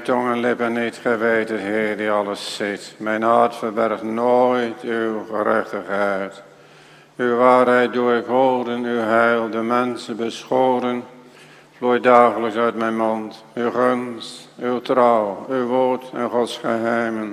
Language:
Dutch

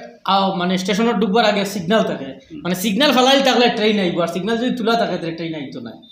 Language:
Sylheti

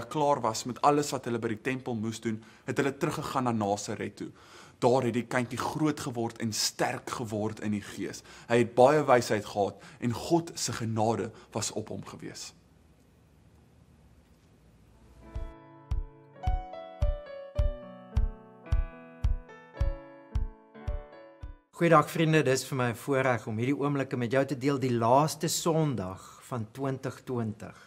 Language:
Afrikaans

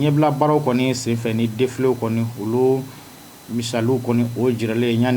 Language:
Bambara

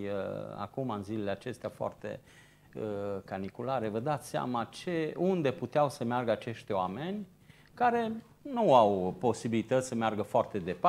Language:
Romanian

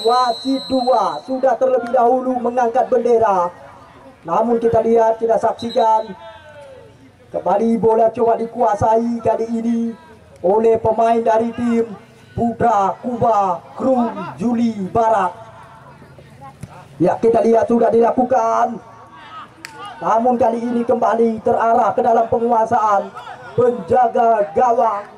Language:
Indonesian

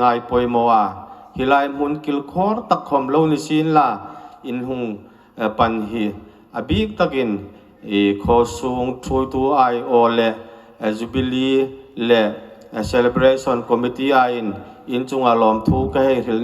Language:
Hmar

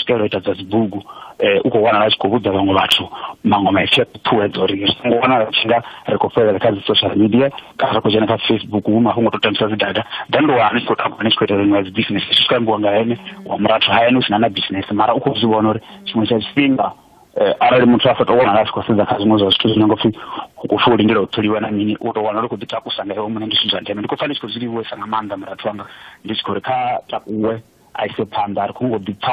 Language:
Venda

